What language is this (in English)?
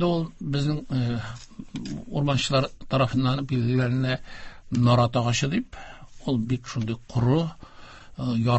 Tatar